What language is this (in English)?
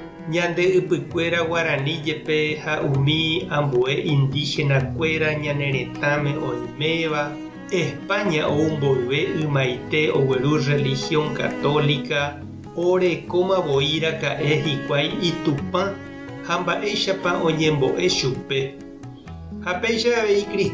Guarani